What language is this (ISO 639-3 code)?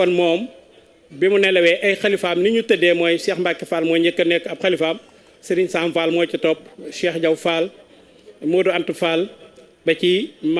wol